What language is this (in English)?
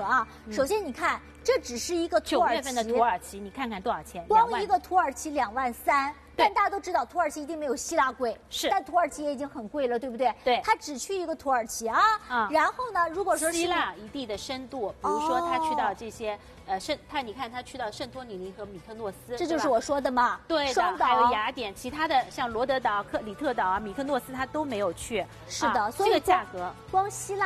Chinese